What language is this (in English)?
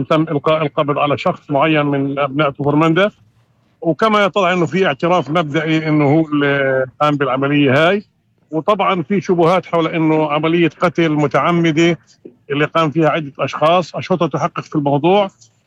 North Levantine Arabic